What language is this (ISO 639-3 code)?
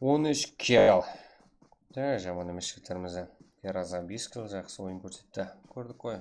kaa